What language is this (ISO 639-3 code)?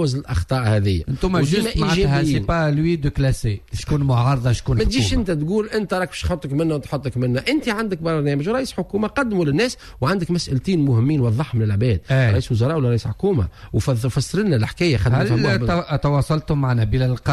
aeb